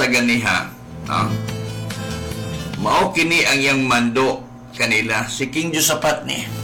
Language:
Cebuano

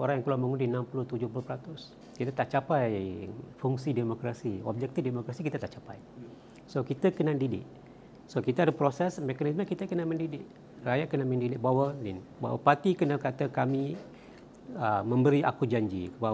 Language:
Malay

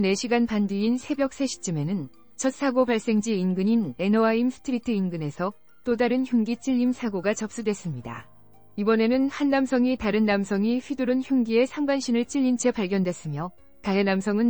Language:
Korean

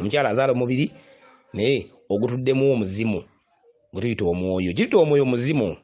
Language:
Ganda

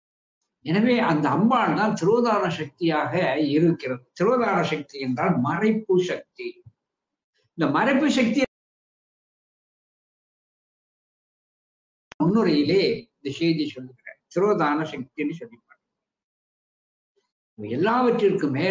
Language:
Tamil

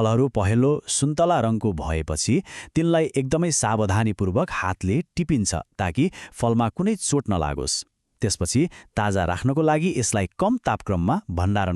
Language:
Nepali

